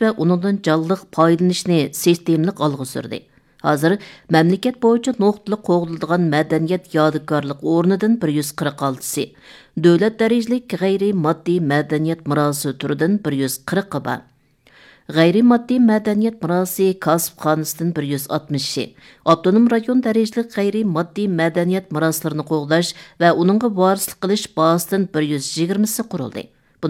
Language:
Uyghur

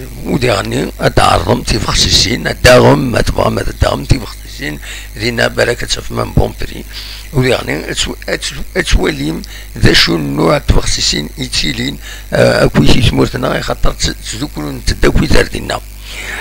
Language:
Kabyle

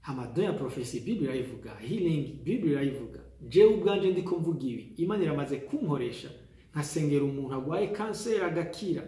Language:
Rundi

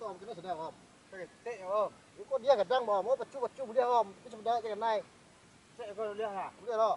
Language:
Minangkabau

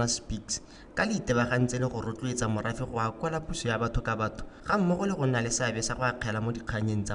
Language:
Tswana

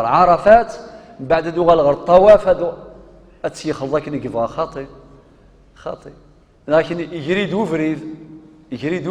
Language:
Kabyle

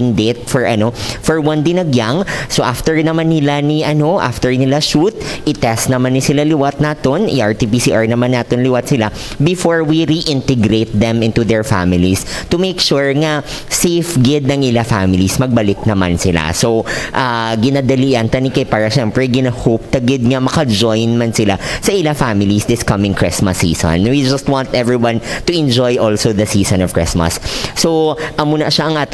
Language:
Hiligaynon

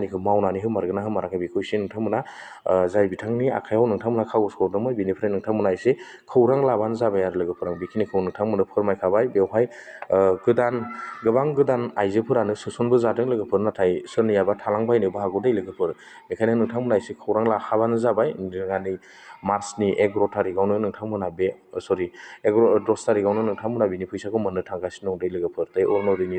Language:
Bodo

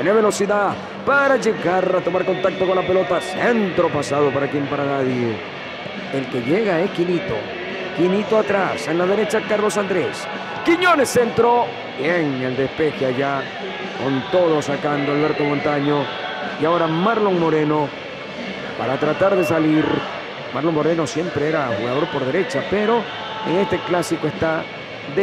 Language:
Spanish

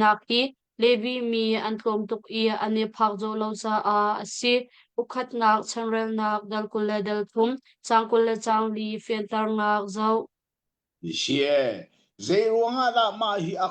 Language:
Hakha Chin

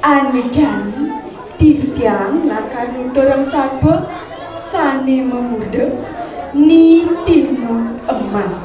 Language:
Balinese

